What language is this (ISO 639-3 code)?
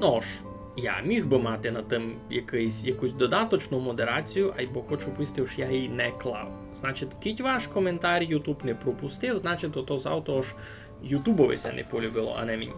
rue